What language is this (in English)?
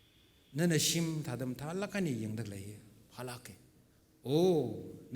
Tangkhul Naga (India)